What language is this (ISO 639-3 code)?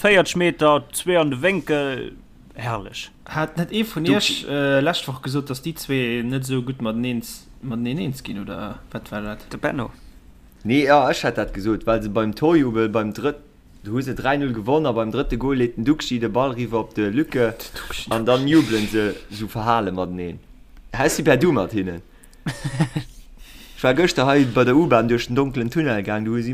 ltz